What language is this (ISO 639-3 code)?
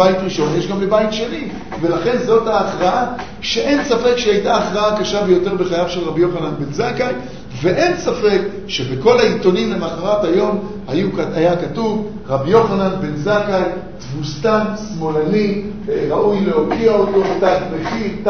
heb